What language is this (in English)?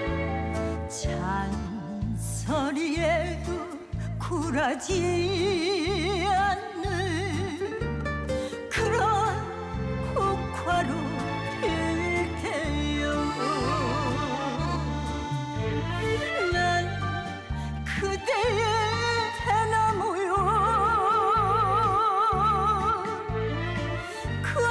Korean